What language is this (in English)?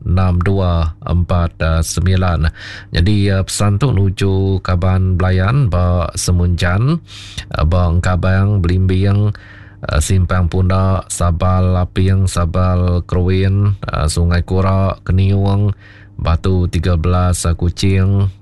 Iban